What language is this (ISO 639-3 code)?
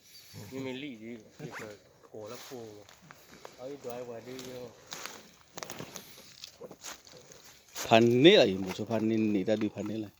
ksw